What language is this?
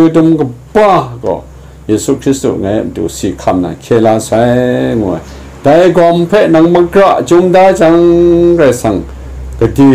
Kachin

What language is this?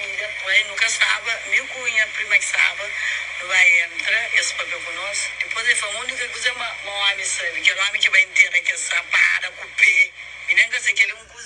Kabuverdianu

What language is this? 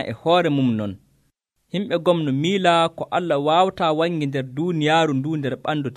Nigerian Fulfulde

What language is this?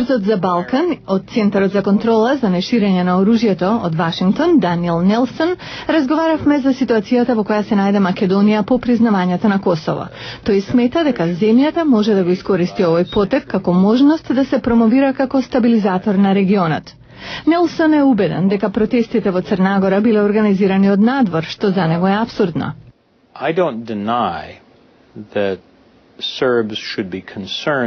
Macedonian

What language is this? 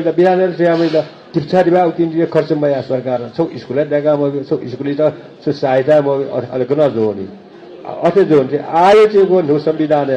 Newari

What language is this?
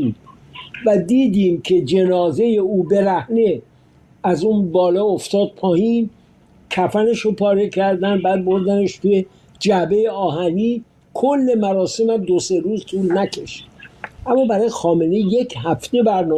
Persian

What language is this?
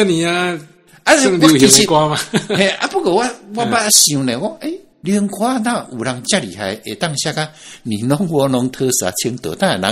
Min Nan Chinese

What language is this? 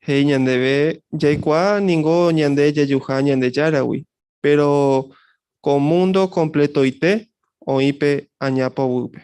Guarani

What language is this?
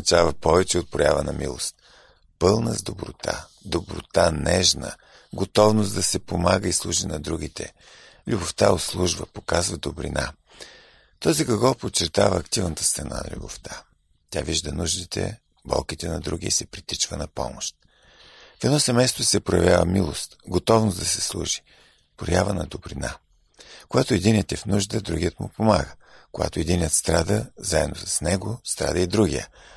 Bulgarian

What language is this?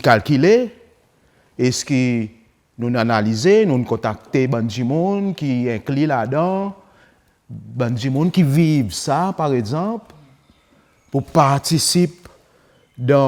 Seselwa Creole French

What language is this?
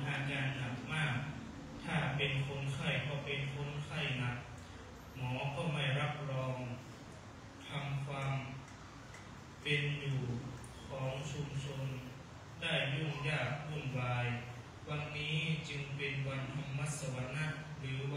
Thai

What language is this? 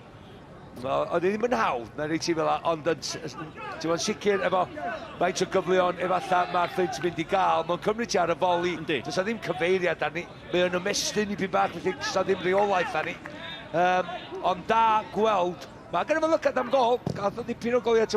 Welsh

